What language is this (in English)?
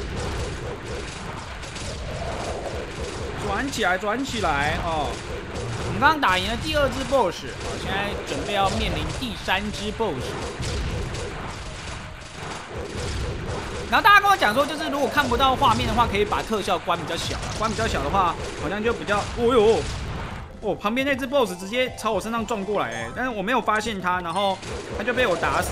Chinese